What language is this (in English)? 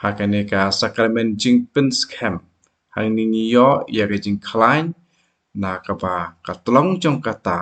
Khasi